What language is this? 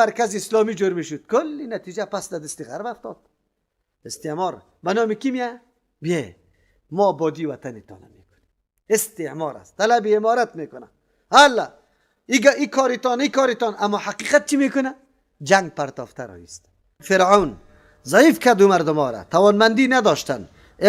Persian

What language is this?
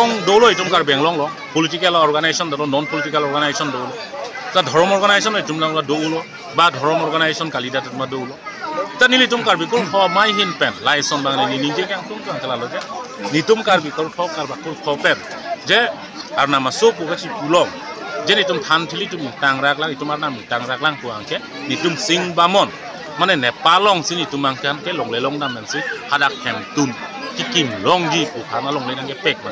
Karbi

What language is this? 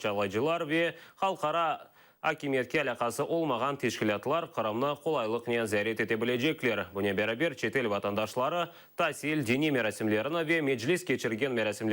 Crimean Tatar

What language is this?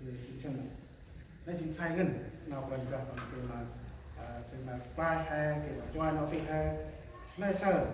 Central Mnong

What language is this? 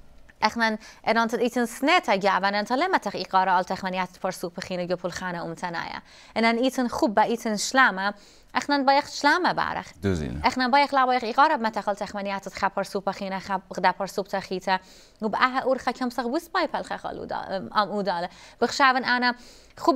Assyrian Neo-Aramaic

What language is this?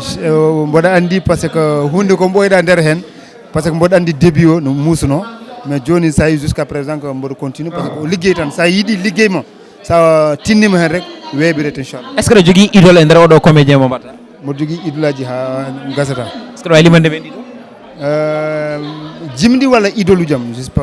Fula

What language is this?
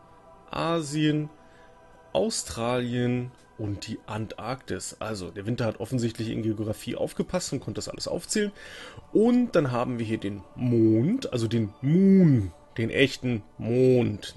German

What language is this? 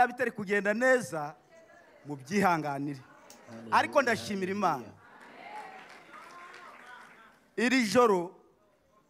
Kinyarwanda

